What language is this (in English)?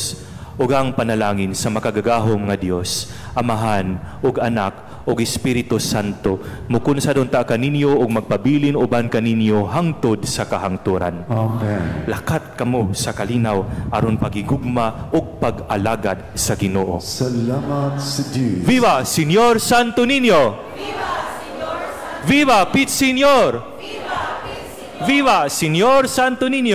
Cebuano